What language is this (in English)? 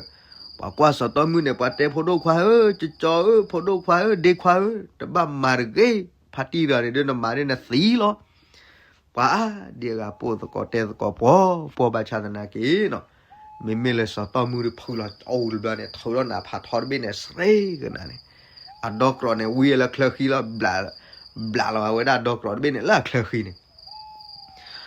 S'gaw Karen